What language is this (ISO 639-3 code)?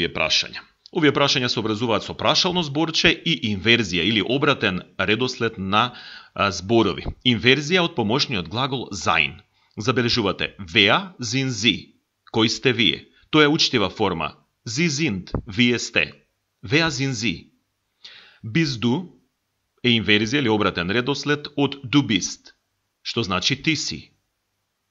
mkd